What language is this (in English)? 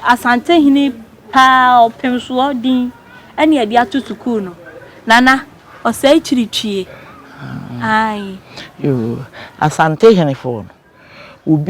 Akan